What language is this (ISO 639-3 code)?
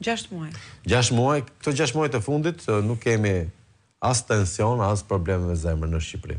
sqi